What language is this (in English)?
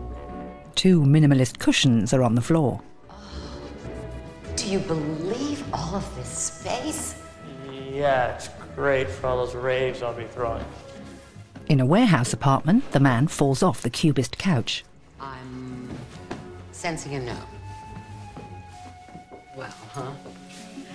English